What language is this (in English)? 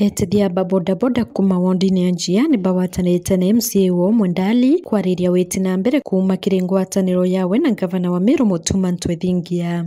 Meru